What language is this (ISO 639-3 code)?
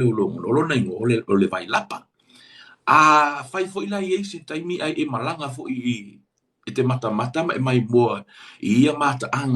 smo